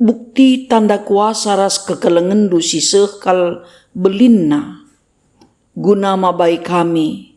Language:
Batak Karo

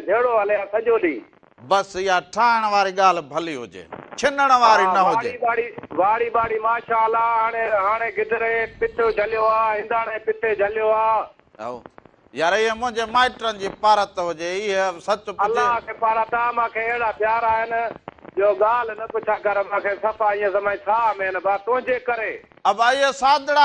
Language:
Sindhi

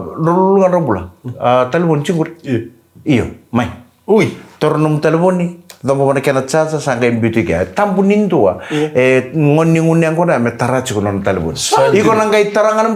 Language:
Fijian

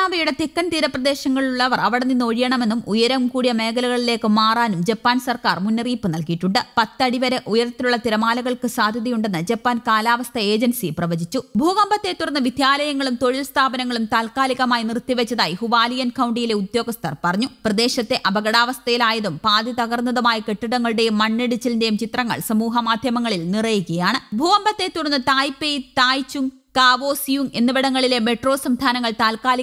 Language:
Malayalam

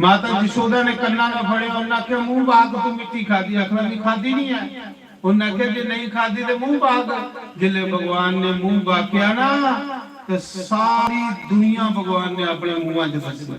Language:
Dogri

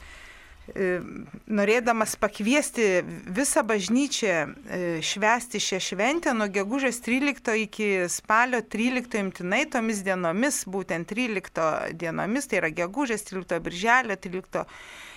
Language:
Lithuanian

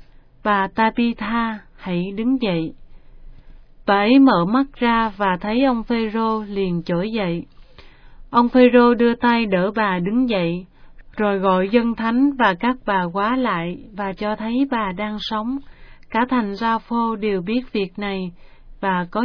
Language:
Vietnamese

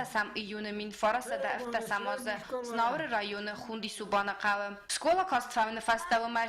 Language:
Ossetic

